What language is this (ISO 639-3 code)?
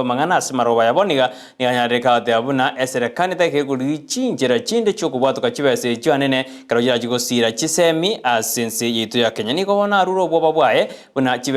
guz